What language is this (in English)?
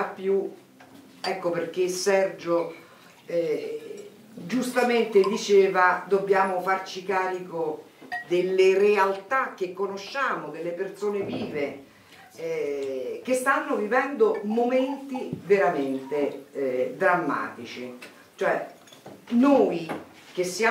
Italian